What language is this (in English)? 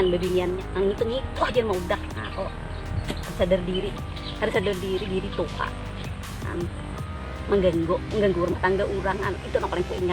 Banjar